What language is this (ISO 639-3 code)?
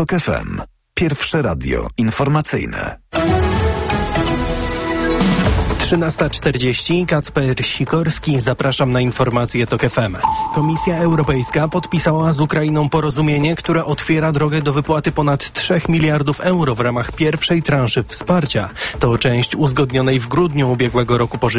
pol